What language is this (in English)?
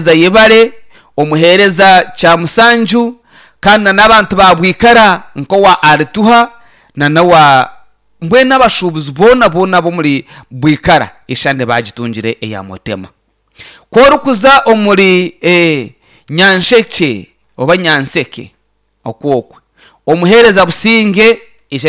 Nyankole